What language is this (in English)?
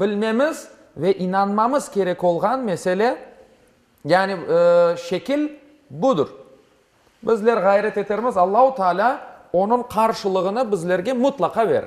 Crimean Tatar